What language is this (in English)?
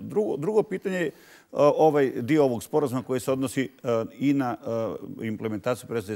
Bosnian